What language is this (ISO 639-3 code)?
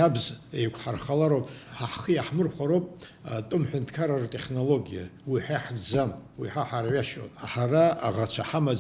abk